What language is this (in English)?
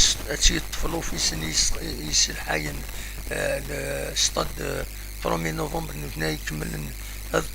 Kabyle